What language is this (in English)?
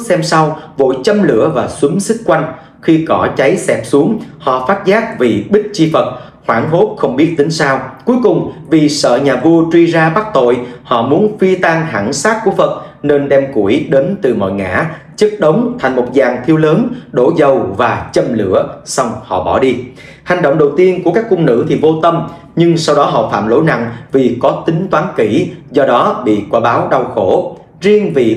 Vietnamese